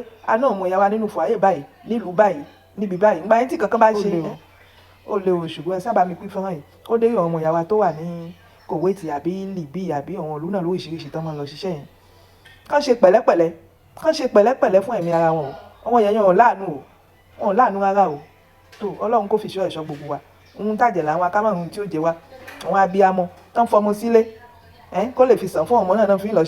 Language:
Yoruba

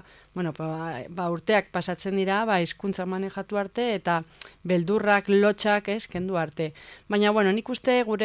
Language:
Basque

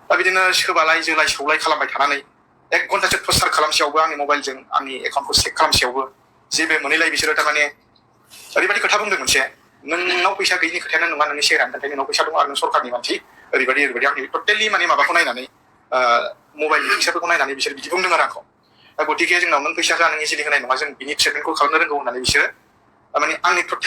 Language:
Bodo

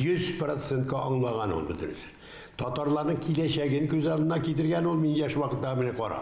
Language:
Tatar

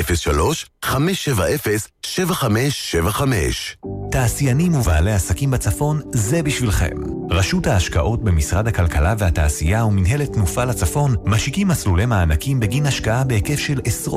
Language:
Hebrew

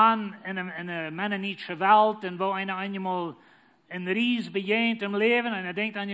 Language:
Plautdietsch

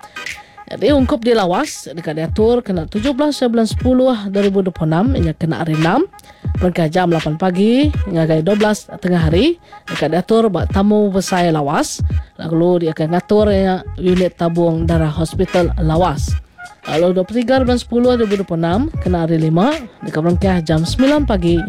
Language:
Iban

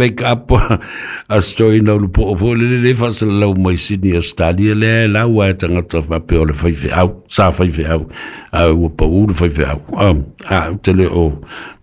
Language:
Samoan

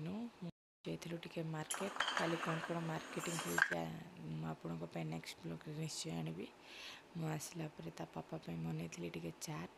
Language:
Odia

